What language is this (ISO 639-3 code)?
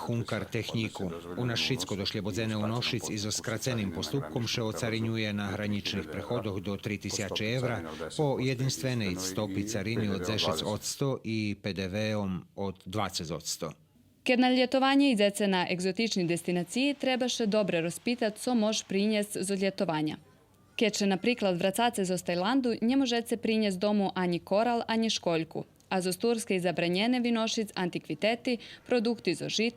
rue